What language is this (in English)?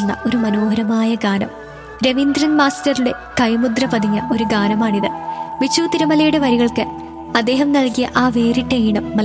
Malayalam